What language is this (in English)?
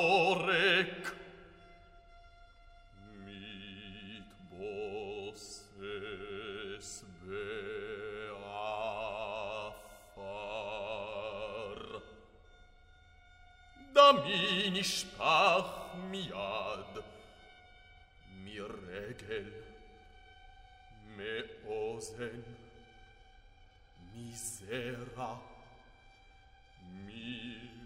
Hebrew